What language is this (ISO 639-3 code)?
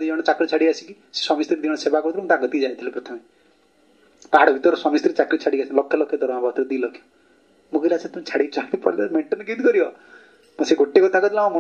ori